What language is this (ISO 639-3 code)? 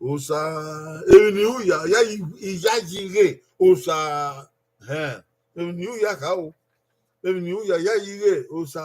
bin